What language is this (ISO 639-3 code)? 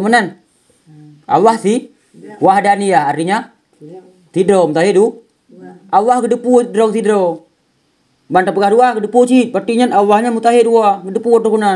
ace